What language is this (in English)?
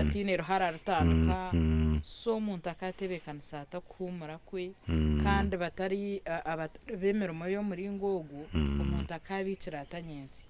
Nyankole